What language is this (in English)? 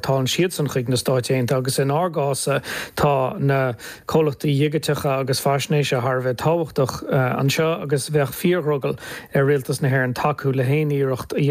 Irish